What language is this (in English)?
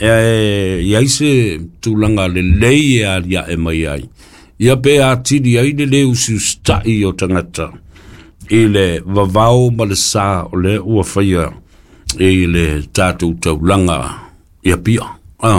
Samoan